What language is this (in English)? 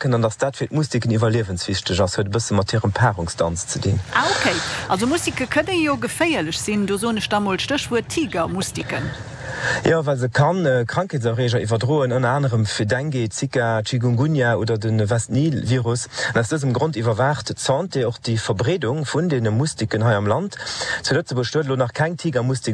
Luxembourgish